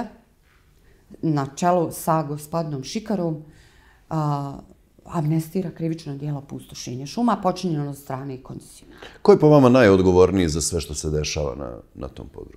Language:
Bosnian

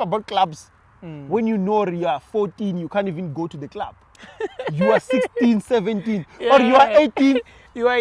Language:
Venda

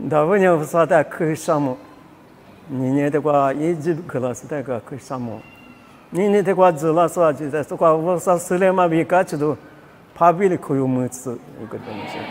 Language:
Lisu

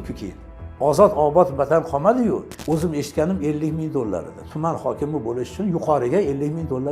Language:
Uzbek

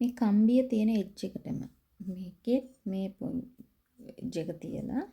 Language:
Sinhala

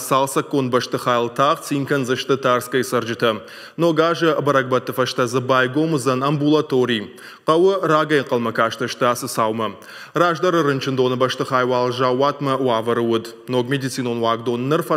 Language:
Ossetic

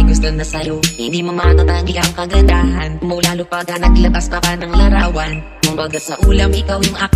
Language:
Filipino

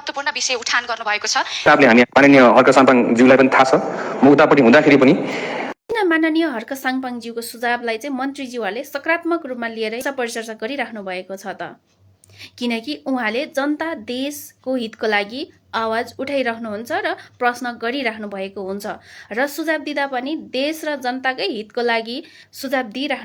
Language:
Nepali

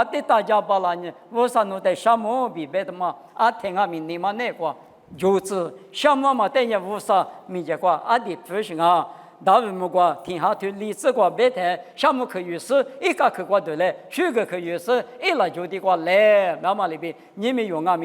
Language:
Lisu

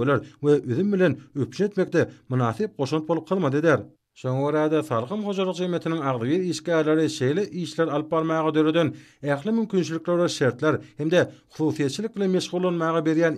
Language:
Turkmen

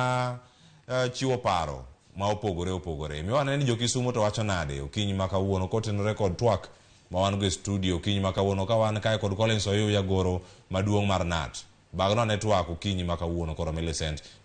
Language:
Luo (Kenya and Tanzania)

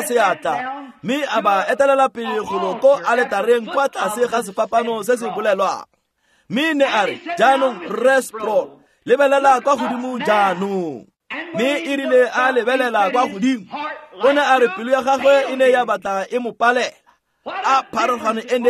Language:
Tswana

